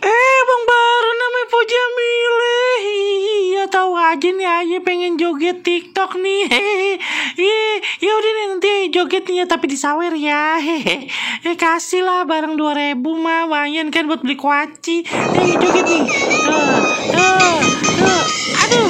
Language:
Betawi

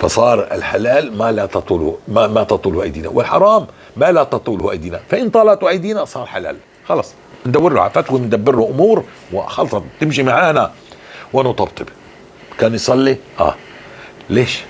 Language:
North Levantine Arabic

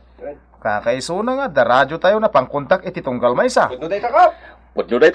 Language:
Iloko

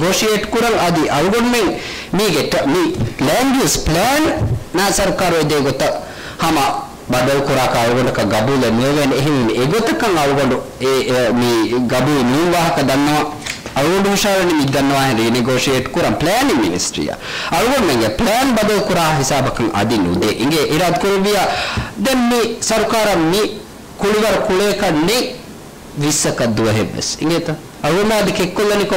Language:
Divehi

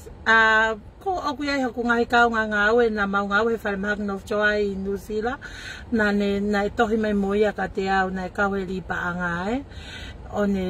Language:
Tongan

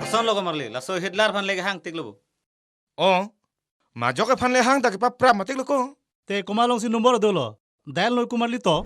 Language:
Karbi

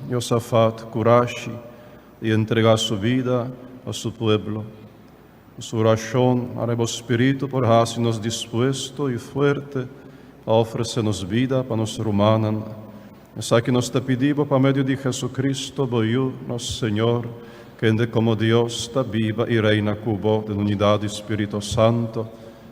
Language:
Papiamento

